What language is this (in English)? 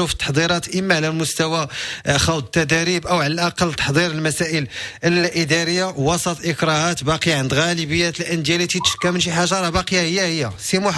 Moroccan Arabic